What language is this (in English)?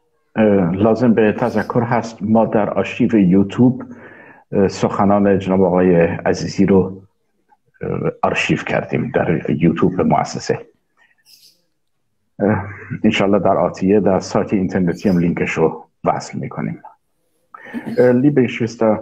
Persian